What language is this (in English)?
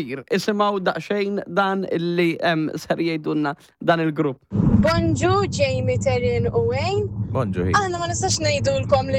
Maltese